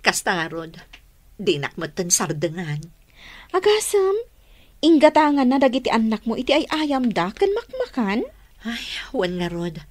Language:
Iloko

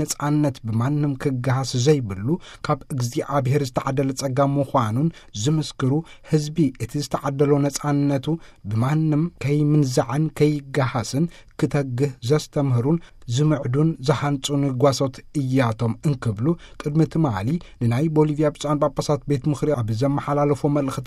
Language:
Tigrinya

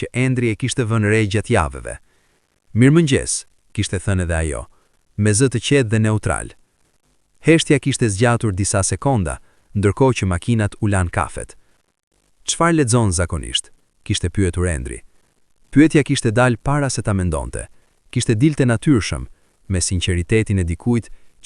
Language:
Albanian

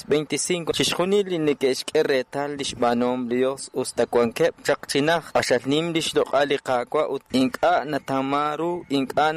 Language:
Kekchí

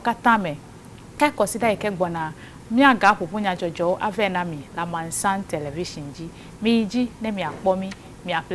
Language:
Ewe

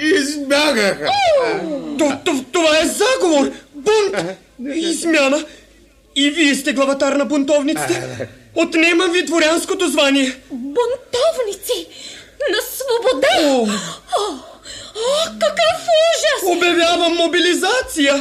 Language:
Bulgarian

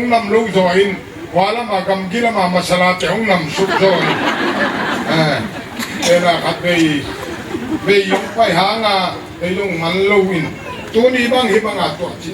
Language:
Tedim Chin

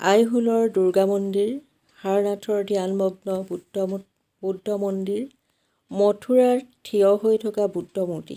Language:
Assamese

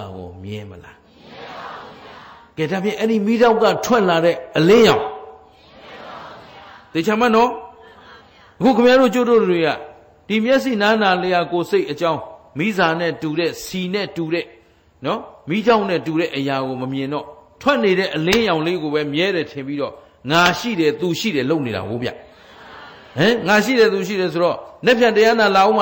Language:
Burmese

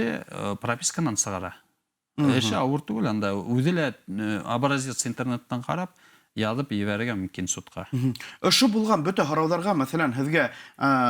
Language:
Bashkir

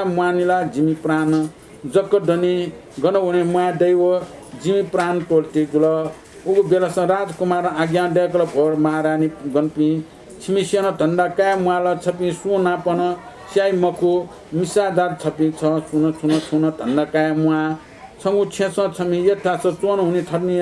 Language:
Newari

